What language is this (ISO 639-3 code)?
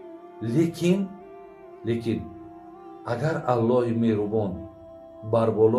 tgk